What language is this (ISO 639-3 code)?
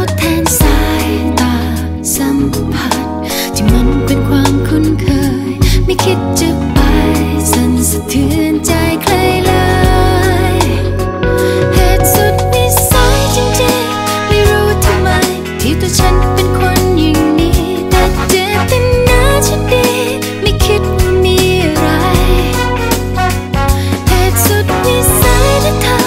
tha